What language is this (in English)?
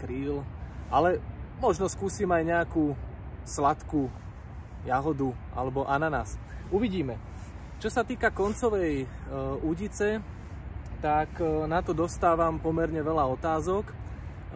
Slovak